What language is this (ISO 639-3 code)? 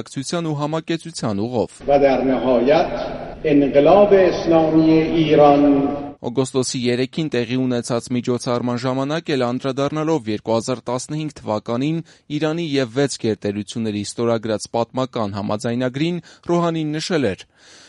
hye